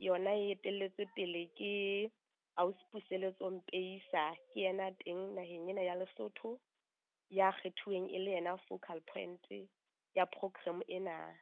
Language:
Southern Sotho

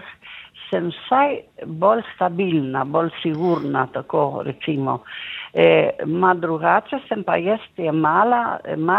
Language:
Slovenian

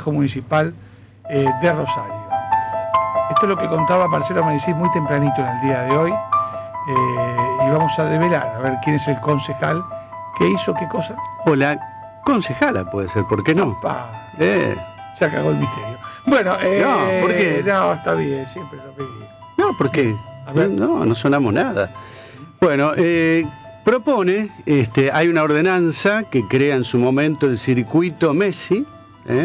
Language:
Spanish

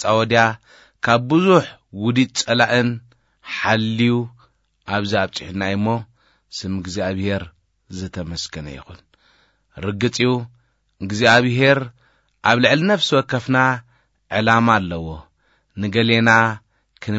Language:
Tigrinya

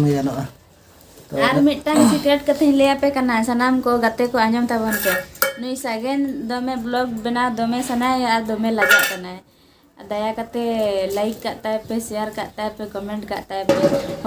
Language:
Santali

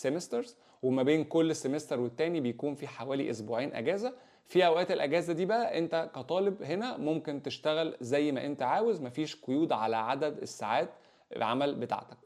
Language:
Egyptian Arabic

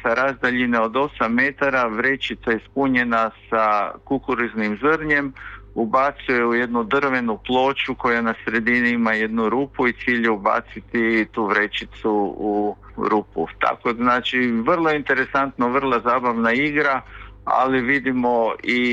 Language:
Croatian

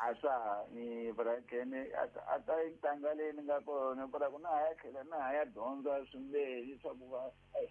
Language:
Tsonga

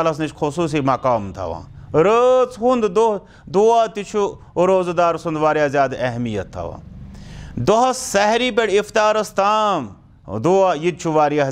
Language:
Kashmiri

